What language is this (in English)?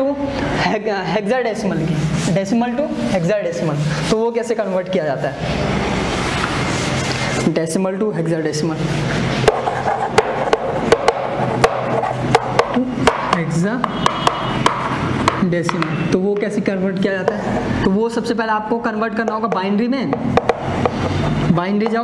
Hindi